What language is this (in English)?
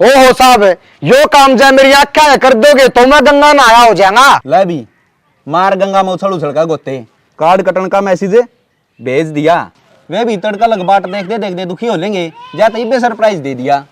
Haryanvi